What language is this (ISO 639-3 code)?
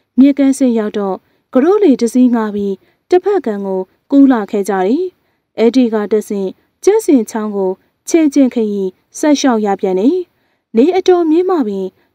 mya